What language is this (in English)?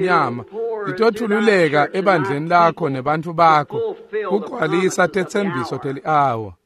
Swati